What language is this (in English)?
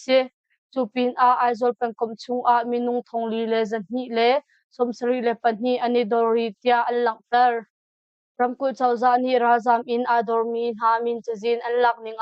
Hakha Chin